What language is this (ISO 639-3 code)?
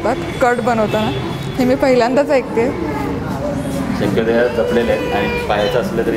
mar